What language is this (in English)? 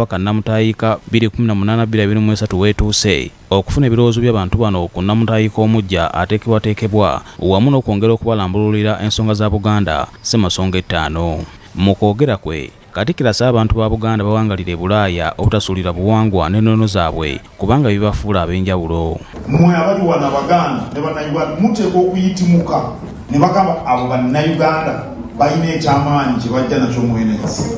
Ganda